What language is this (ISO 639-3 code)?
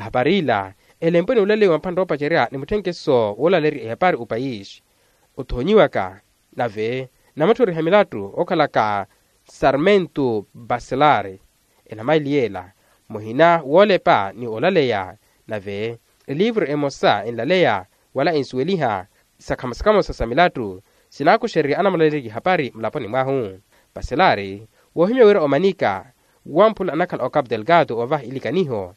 vmw